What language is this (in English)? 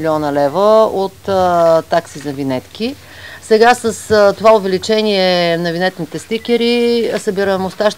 Bulgarian